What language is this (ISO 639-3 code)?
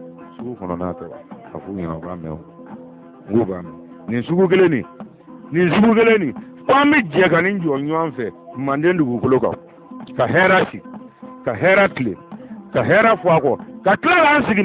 bam